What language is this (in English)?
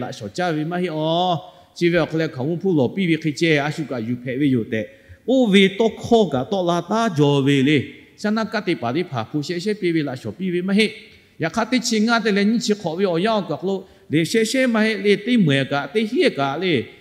Lahu